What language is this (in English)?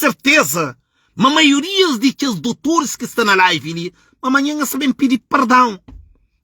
Kabuverdianu